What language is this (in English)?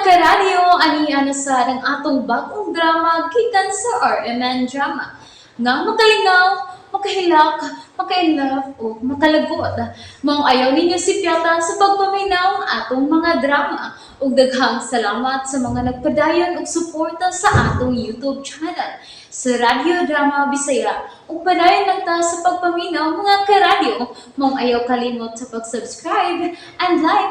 Cebuano